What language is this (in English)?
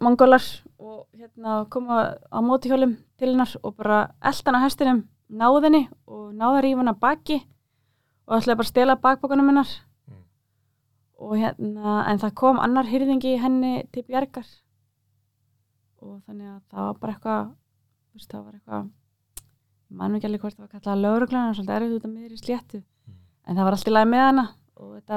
Icelandic